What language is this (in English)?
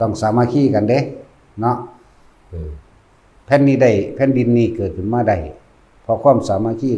Lao